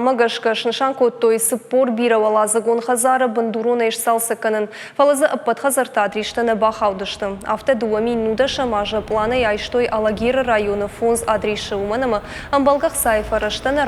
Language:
Ossetic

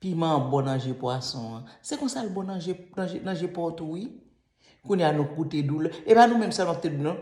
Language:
Haitian Creole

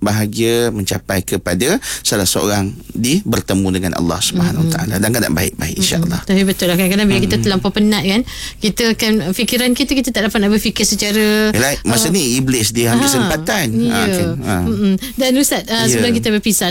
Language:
Malay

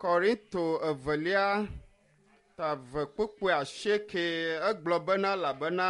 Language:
Ewe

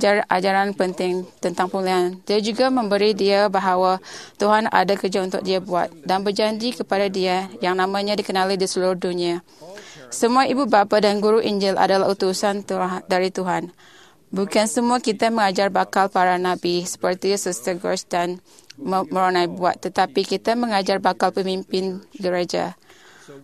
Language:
Malay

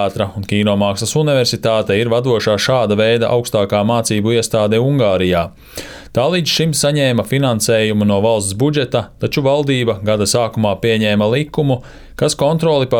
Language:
Latvian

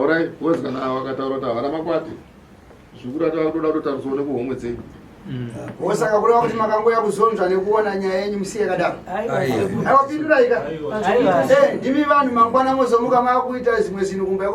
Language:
Shona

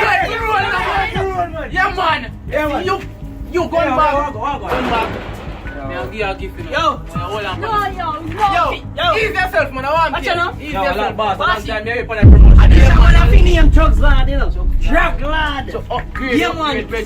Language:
Jamaican Creole English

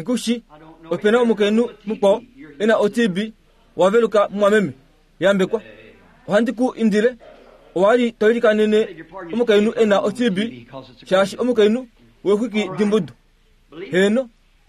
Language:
Kuanyama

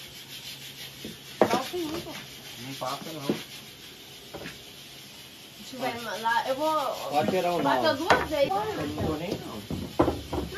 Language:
Portuguese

